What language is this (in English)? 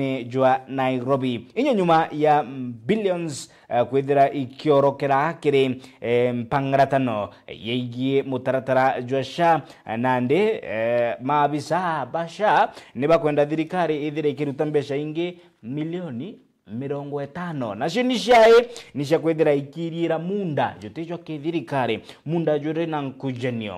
Meru